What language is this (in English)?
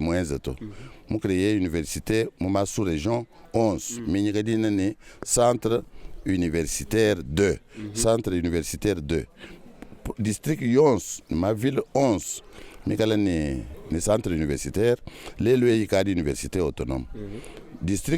Luba-Lulua